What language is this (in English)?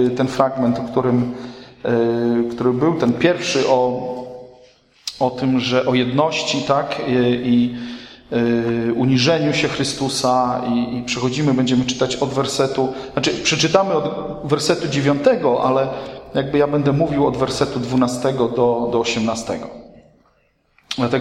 Polish